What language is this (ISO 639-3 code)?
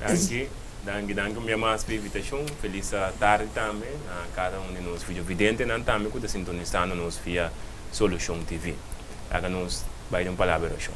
pap